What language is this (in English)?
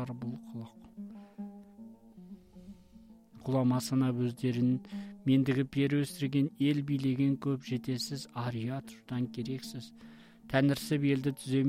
Kazakh